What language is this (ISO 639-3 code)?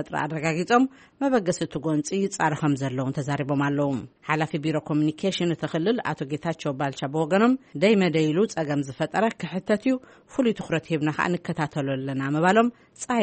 tir